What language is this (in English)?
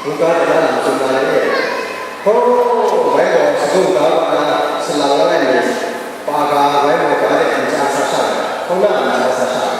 Kachin